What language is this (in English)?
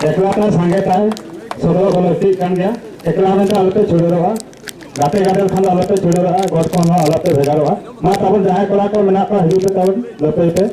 Santali